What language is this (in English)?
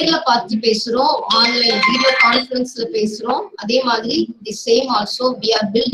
Tamil